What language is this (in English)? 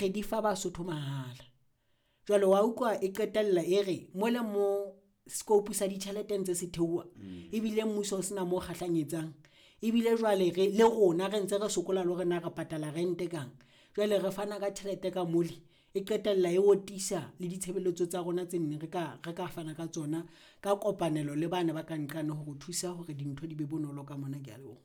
Southern Sotho